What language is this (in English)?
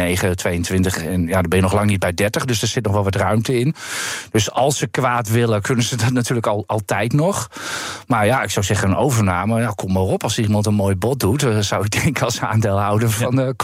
Dutch